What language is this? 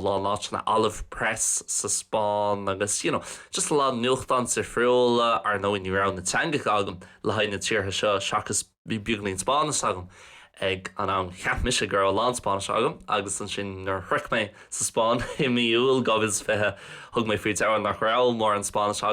Irish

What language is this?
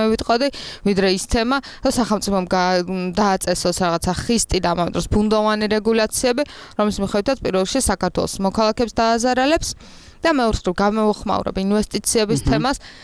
Georgian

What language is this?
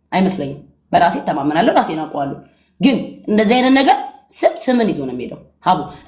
Amharic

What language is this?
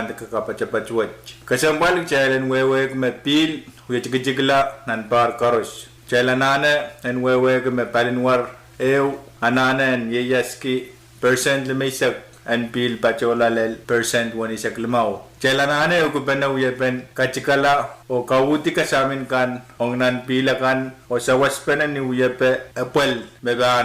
Pohnpeian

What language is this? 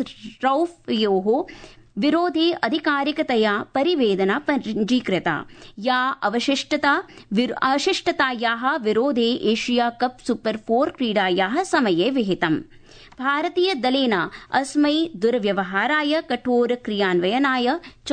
Sanskrit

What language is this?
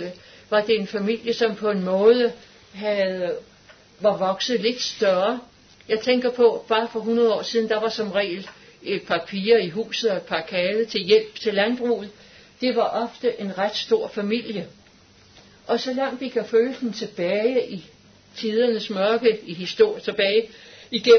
Danish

